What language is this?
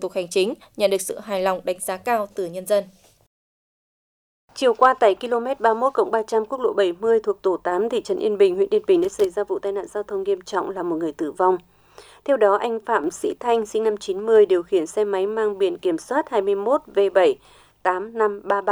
Vietnamese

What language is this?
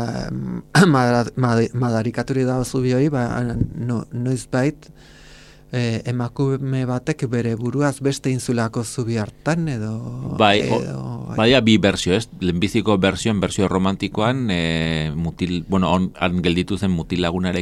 Basque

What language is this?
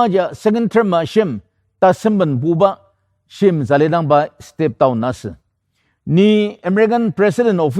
Ao Naga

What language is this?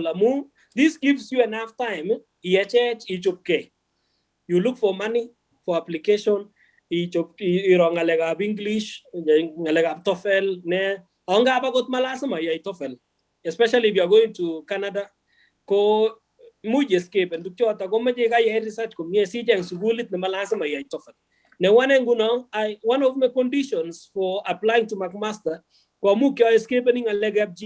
Kalenjin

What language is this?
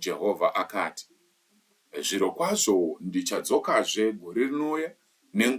Shona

